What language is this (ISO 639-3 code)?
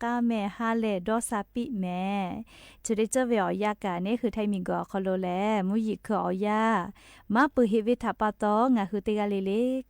lhu